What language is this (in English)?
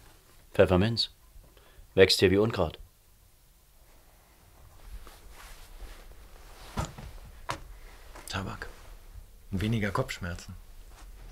German